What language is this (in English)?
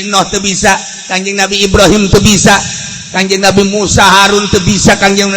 Sundanese